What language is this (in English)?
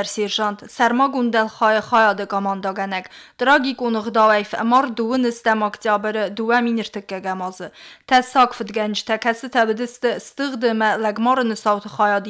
Ossetic